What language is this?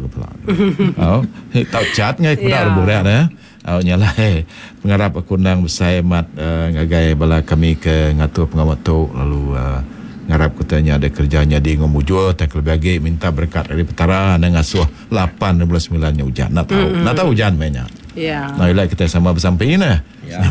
Iban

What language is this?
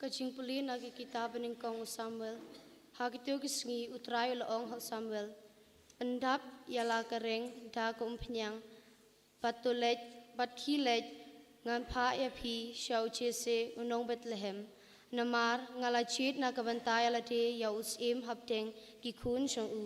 Khasi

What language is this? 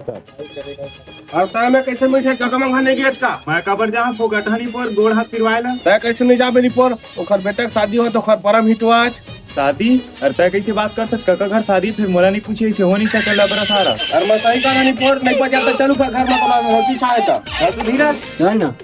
Chhattisgarhi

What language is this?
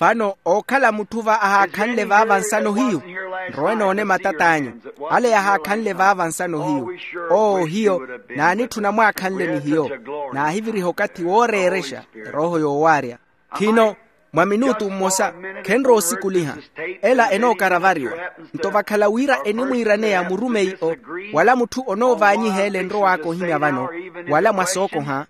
Makhuwa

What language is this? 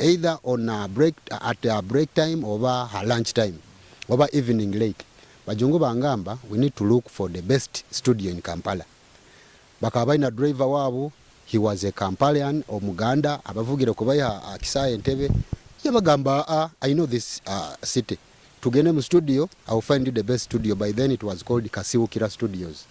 Nyoro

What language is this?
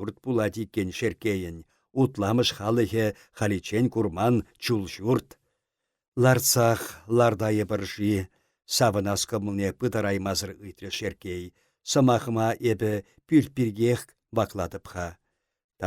Chuvash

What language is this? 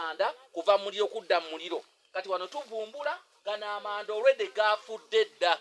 Ganda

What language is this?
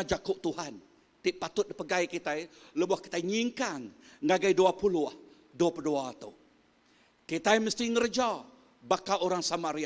Iban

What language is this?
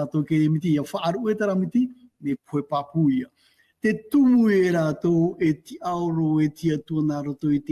Tahitian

